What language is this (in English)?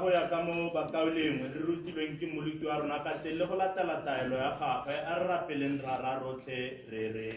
Tswana